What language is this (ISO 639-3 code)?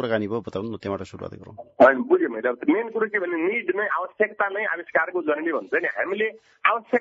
nep